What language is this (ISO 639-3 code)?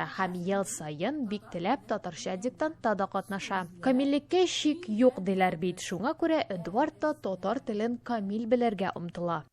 tat